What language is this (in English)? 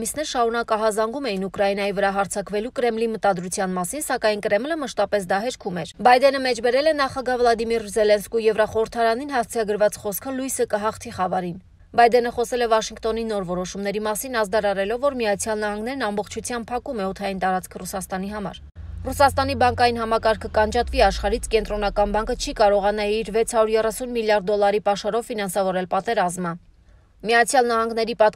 Armenian